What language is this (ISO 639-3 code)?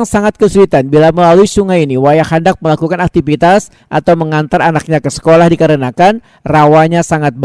bjn